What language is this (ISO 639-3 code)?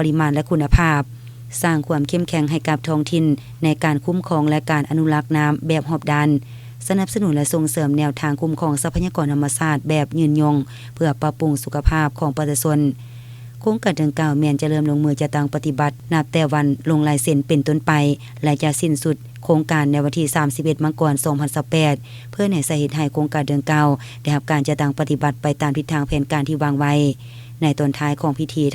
lao